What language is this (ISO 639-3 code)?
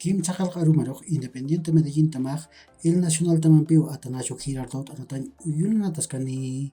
aym